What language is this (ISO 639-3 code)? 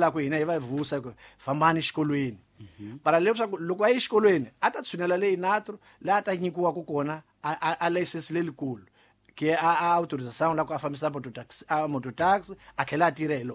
tso